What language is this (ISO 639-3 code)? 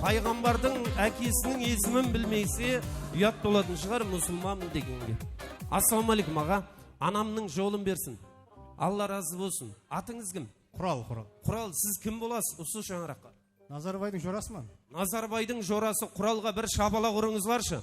kaa